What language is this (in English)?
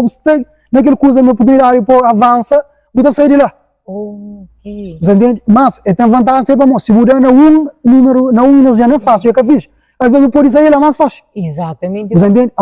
Kabuverdianu